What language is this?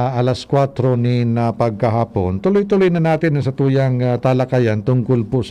Bikol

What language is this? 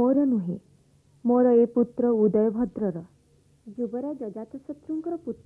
Odia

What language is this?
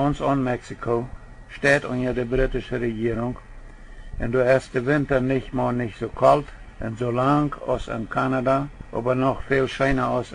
Plautdietsch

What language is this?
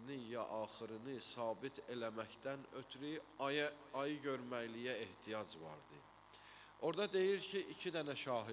Azerbaijani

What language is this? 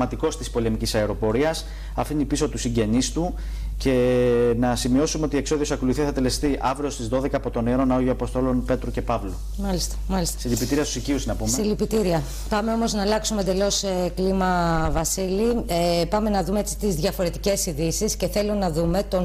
Greek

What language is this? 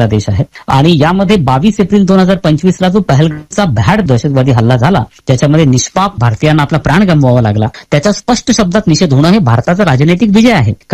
Marathi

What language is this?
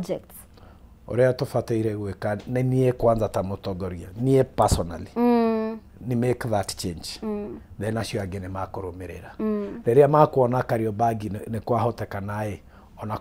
Kikuyu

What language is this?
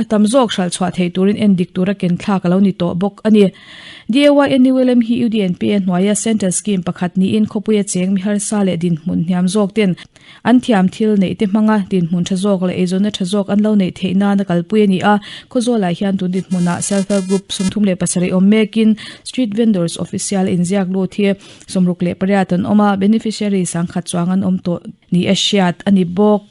Mizo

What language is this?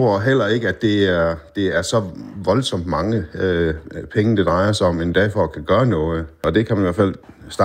Danish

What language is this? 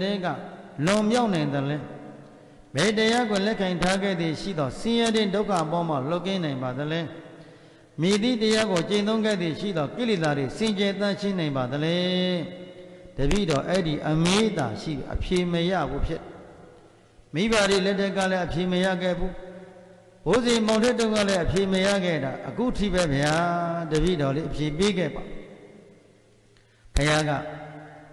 Burmese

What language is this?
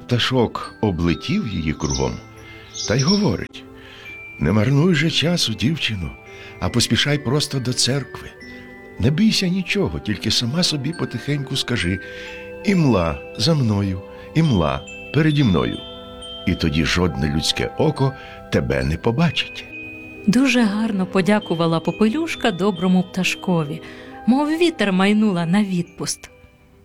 Ukrainian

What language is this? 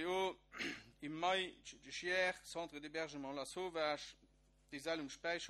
Luxembourgish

